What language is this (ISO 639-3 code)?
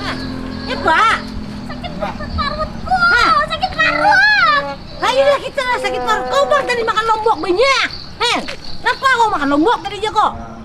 bjn